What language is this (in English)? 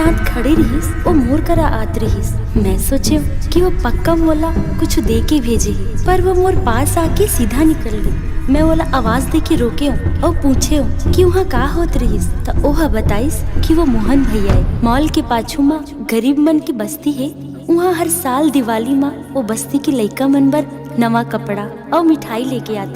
Chhattisgarhi